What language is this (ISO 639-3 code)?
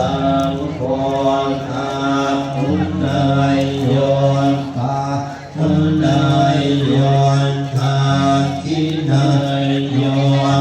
pli